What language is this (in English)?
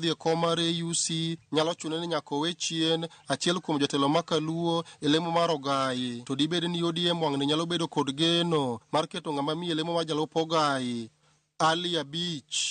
Luo (Kenya and Tanzania)